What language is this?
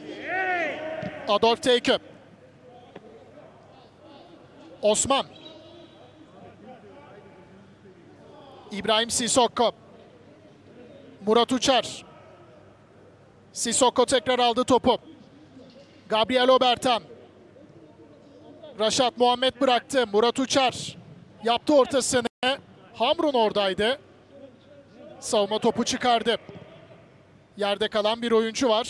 Turkish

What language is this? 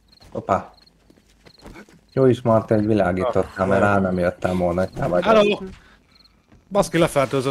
Hungarian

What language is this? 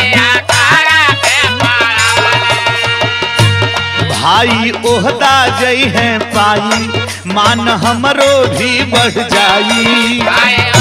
Bhojpuri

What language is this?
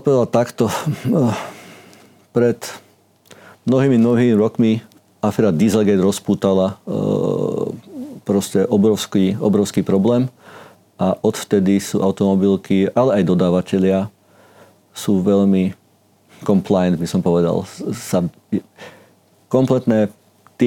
Slovak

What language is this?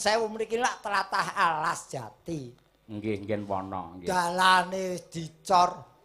Javanese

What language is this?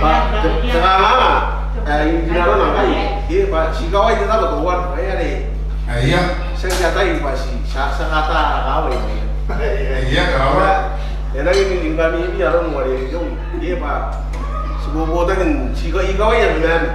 Gilbertese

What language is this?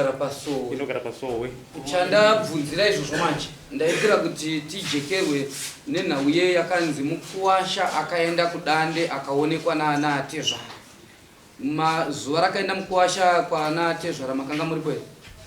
Shona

